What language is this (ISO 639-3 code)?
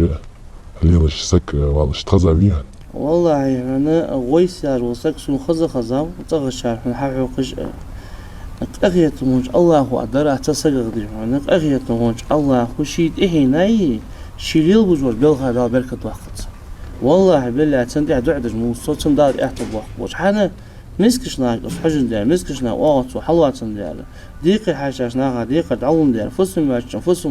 che